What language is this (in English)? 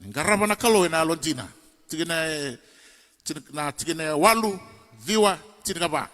Fijian